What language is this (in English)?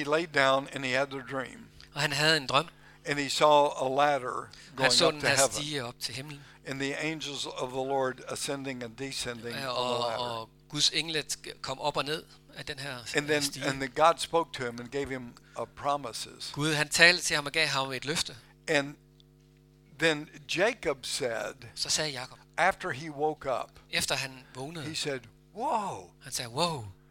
Danish